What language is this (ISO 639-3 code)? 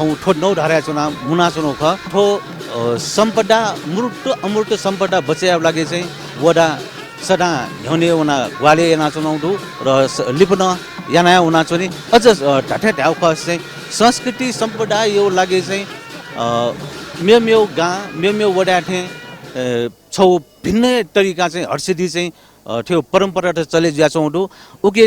new